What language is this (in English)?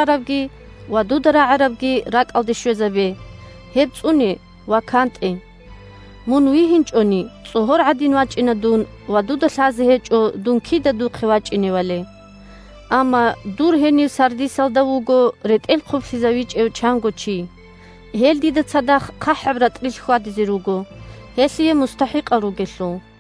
Avaric